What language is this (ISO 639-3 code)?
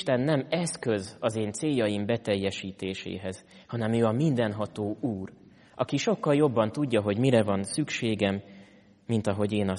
hun